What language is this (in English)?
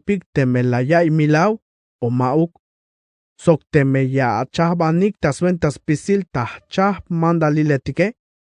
Tzeltal